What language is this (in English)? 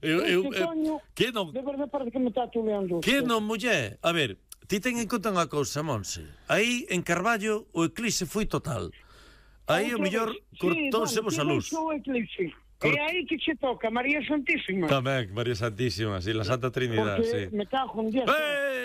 Galician